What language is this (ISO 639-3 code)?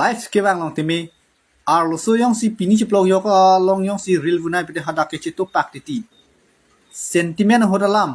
mjw